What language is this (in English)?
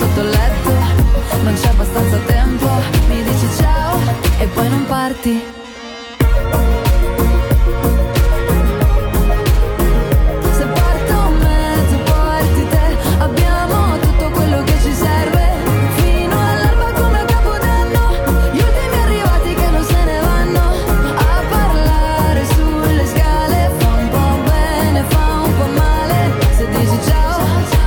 Italian